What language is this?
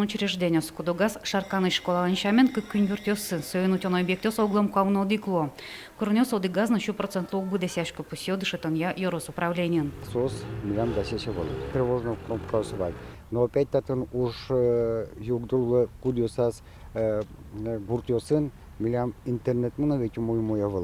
Udmurt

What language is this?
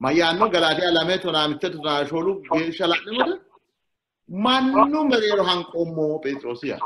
Sidamo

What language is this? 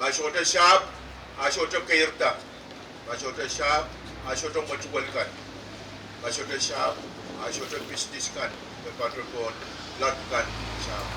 Pohnpeian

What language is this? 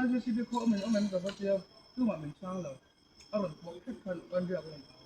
Mizo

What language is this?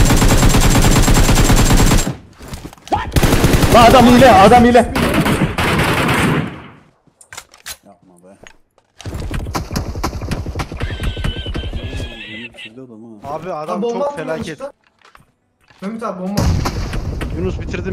Turkish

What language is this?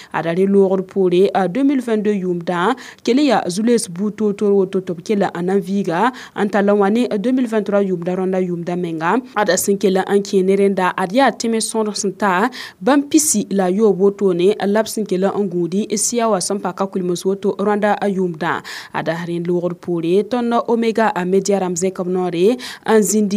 Mossi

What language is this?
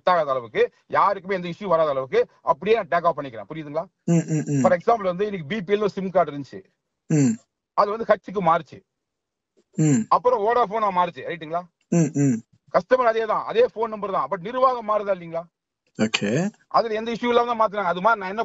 Tamil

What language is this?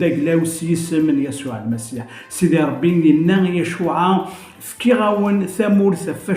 Kabyle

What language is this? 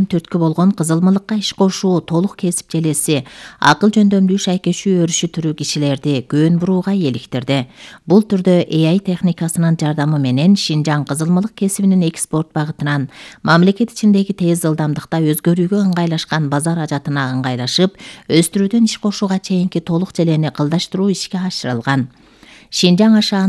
Kyrgyz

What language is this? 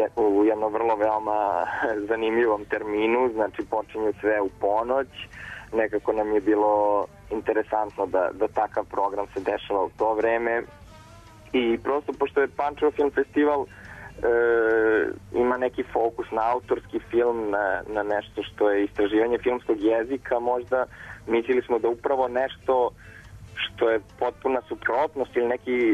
Serbian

